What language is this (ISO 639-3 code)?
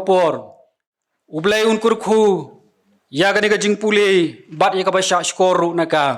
kha